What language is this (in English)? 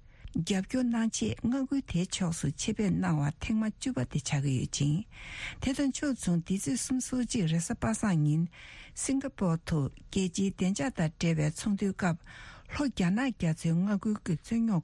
Tibetan